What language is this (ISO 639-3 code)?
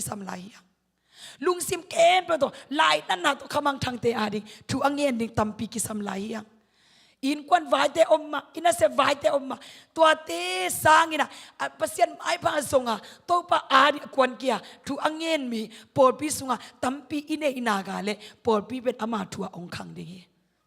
ctd